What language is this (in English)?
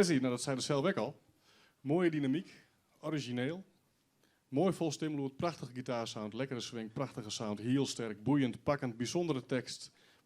Western Frisian